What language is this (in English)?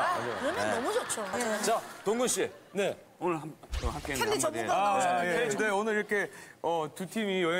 Korean